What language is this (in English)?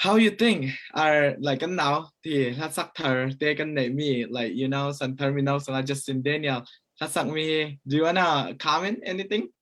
Falam Chin